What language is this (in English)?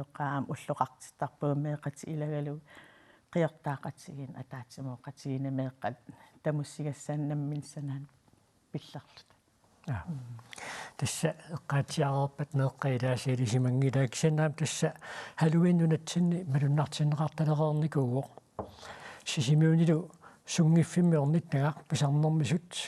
Kalaallisut